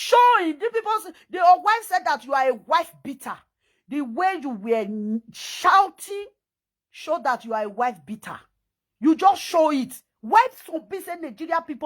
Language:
Nigerian Pidgin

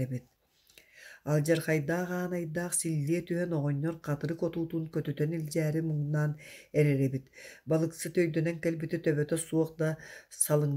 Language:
Yakut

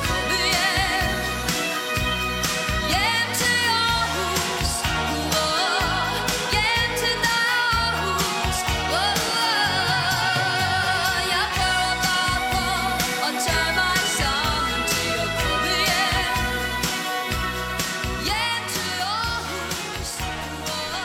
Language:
Danish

